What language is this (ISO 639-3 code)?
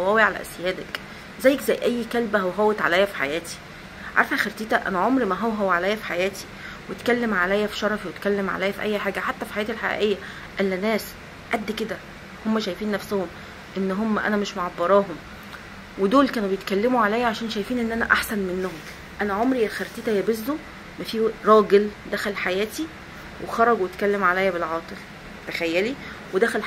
arz